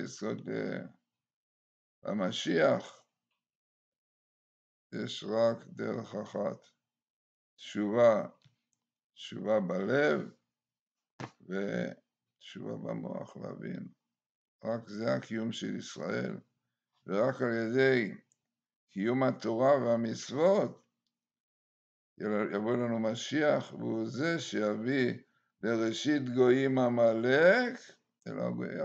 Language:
Hebrew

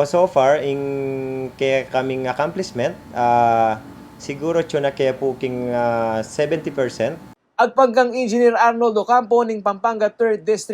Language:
Pampanga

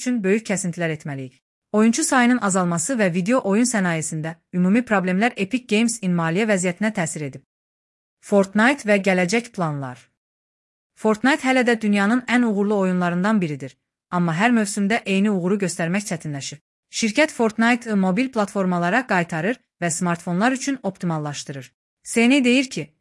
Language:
Azerbaijani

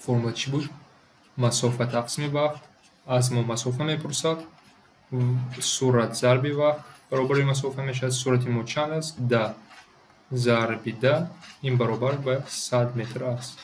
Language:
Tajik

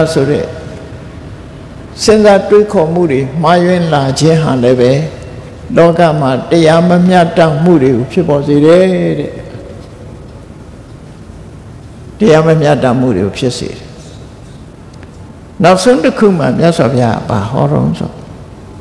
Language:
Burmese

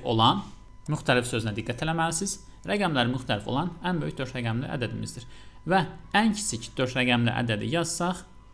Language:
Azerbaijani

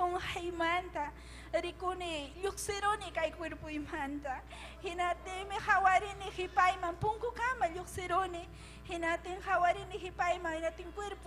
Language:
Ayacucho Quechua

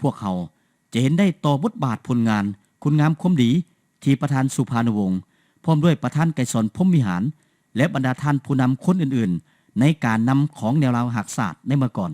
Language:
Lao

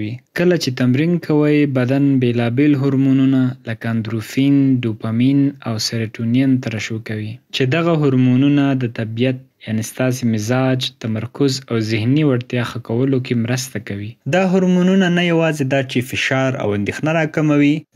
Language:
Pashto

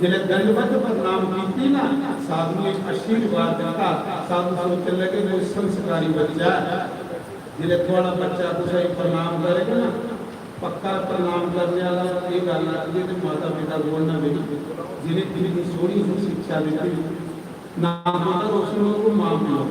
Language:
Dogri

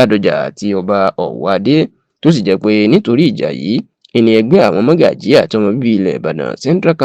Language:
Yoruba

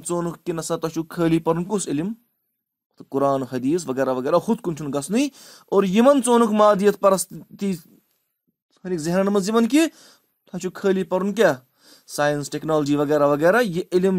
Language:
Kashmiri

